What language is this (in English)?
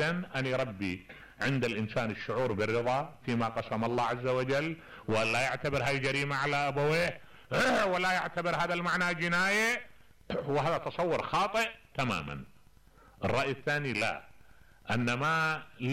Mesopotamian Arabic